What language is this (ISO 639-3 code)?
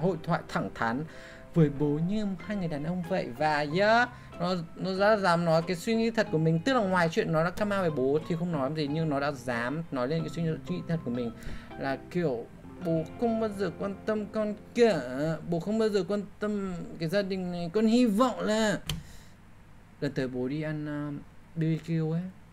vie